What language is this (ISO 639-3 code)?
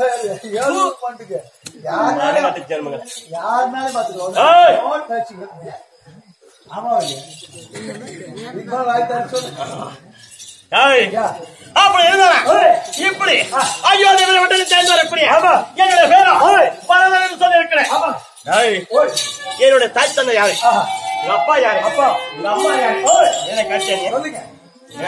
tam